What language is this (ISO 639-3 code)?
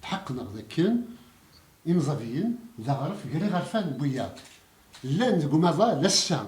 kab